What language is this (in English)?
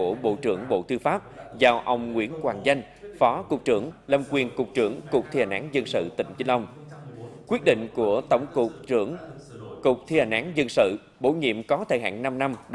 Vietnamese